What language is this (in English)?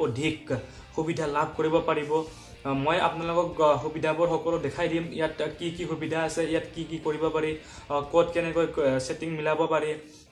Assamese